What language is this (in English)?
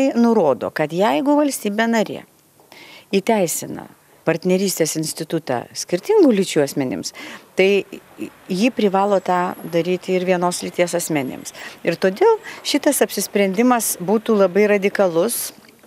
Lithuanian